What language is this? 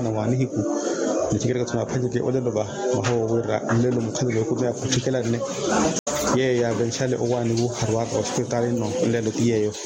Makhuwa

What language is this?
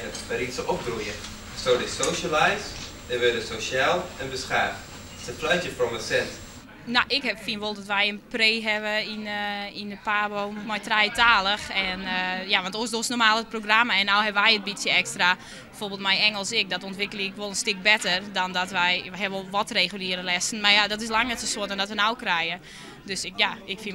Western Frisian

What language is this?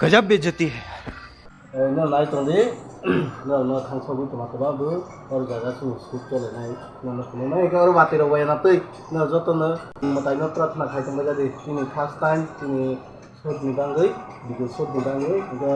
Kok Borok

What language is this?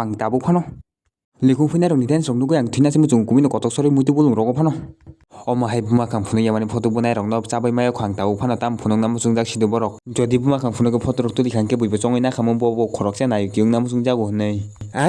Kok Borok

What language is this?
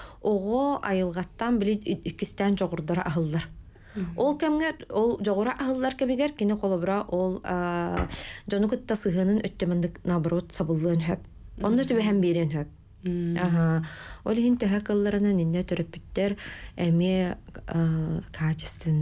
Yakut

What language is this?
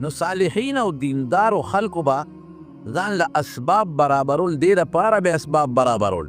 Pashto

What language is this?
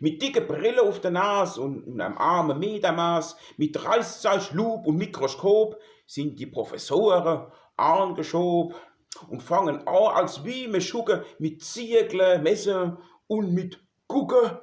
Palatine German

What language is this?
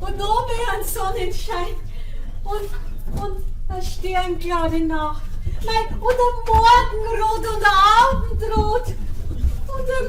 Bavarian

